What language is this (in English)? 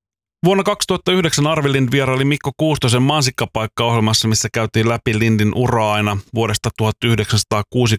Finnish